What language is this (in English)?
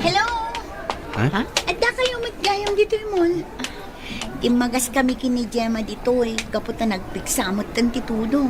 Iloko